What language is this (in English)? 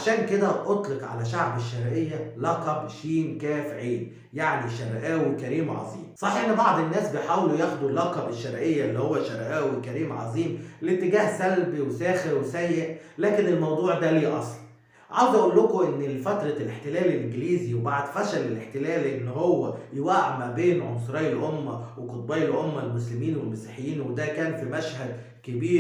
Egyptian Arabic